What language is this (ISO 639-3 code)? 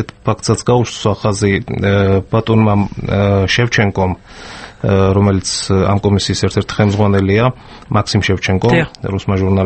kat